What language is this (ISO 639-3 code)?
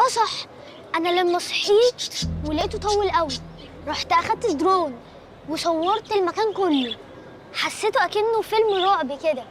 arz